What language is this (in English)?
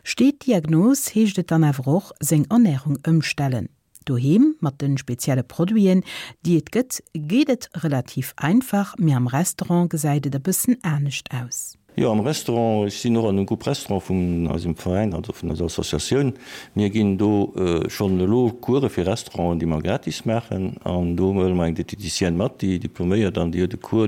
Luxembourgish